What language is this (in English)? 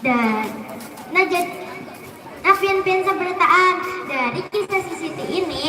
Banjar